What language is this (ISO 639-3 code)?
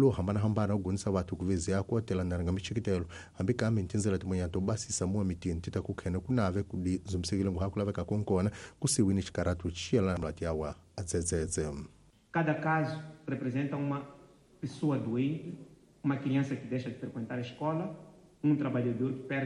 tso